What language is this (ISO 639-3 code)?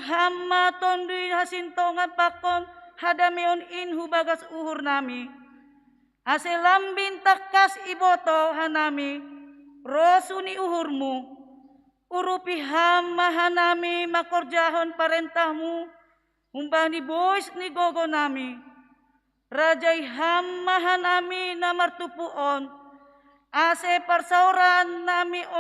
bts